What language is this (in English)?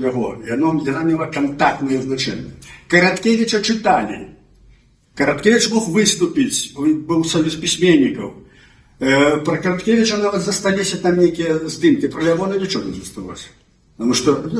Belarusian